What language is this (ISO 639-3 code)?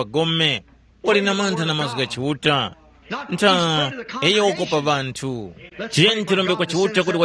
tum